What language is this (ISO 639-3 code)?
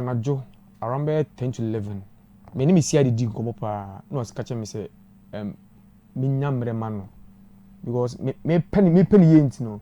aka